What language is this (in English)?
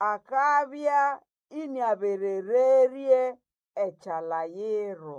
Nande